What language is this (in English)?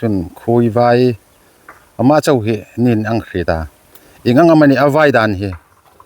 Hmar